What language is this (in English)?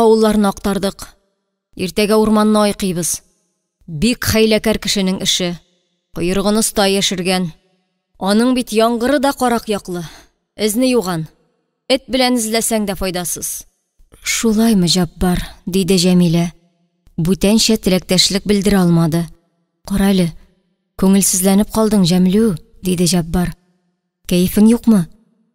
Tatar